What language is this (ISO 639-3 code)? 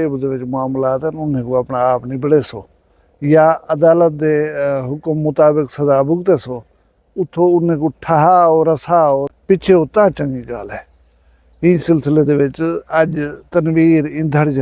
skr